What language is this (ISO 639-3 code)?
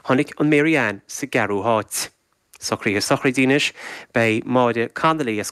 gle